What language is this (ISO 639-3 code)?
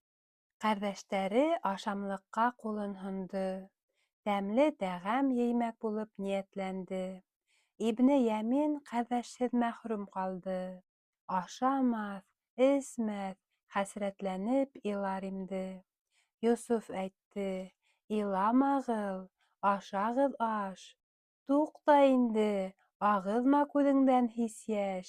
bak